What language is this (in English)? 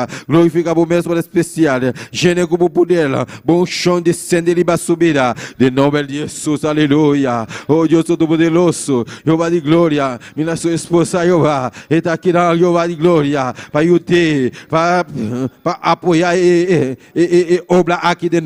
Papiamento